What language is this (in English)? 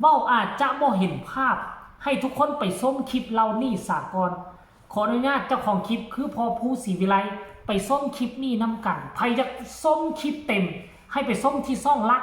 Northeastern Thai